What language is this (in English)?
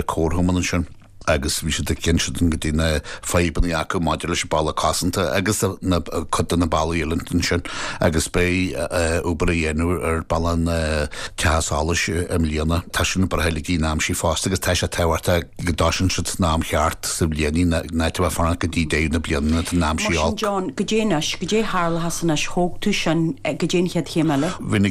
Irish